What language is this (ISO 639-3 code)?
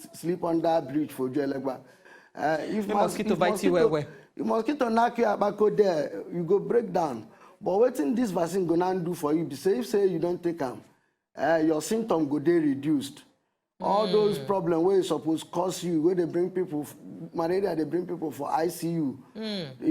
pcm